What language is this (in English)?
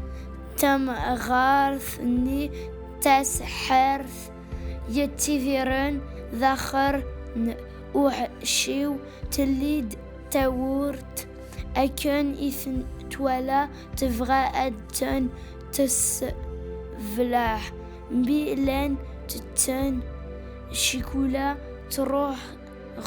Kabyle